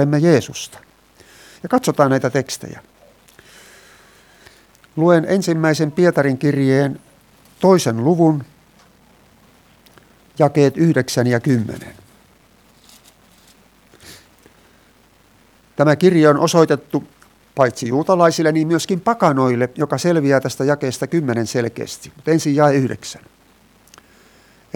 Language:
Finnish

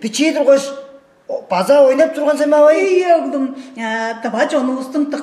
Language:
Tuvinian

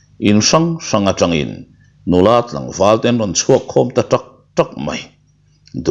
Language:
Mizo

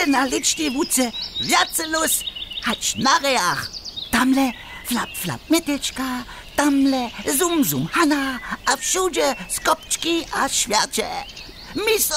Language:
Upper Sorbian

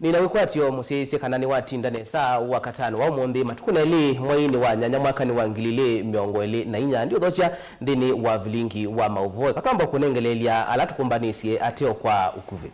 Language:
Kamba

